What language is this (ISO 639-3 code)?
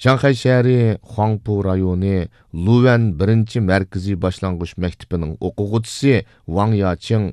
uig